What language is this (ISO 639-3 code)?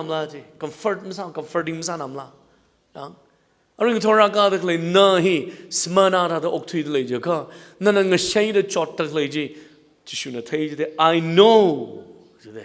nmf